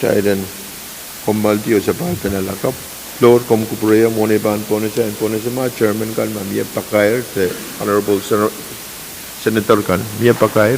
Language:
Pohnpeian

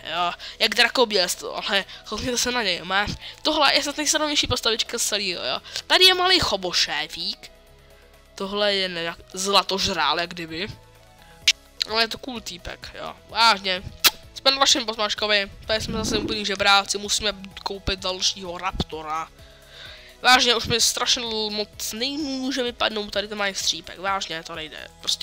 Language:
Czech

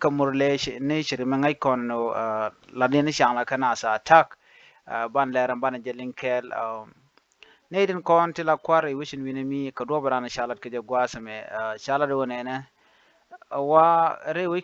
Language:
Nuer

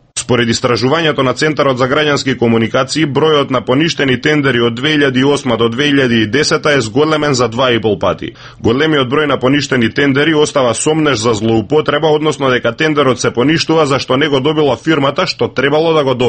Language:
Macedonian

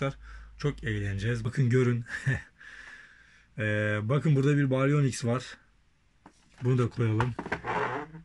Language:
Turkish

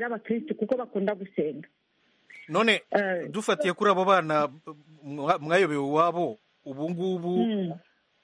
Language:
Kinyarwanda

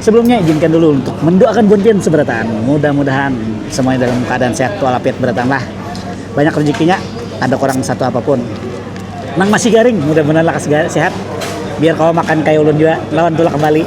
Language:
Banjar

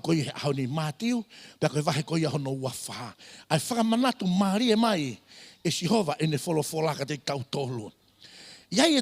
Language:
Tongan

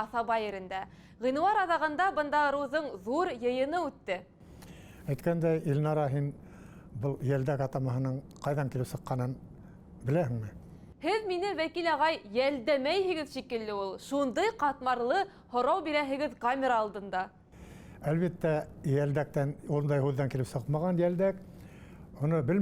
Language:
Bashkir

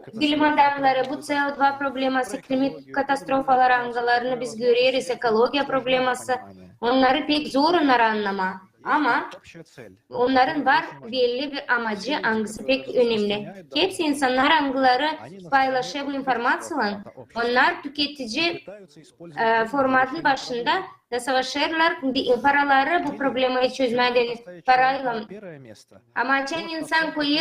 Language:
Gagauz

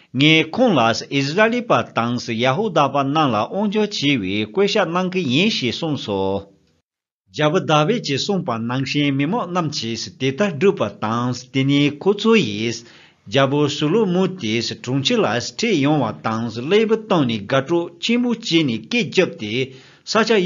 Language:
Tibetan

